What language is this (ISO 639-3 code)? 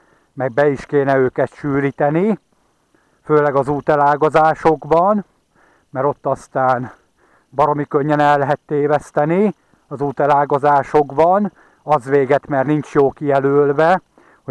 hun